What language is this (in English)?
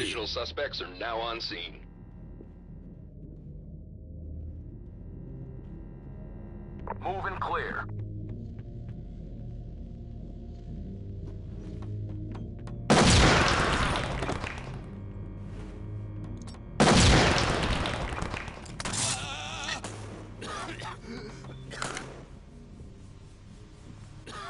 English